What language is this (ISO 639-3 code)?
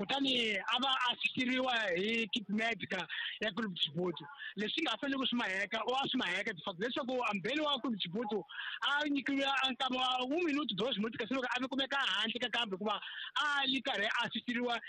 tso